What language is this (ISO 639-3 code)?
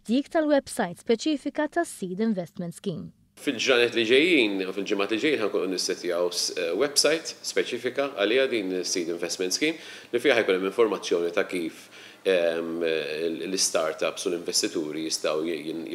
mlt